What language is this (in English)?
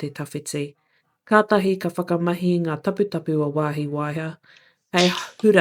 Māori